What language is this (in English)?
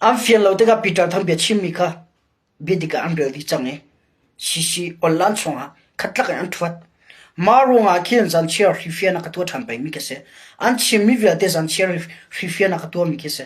Hakha Chin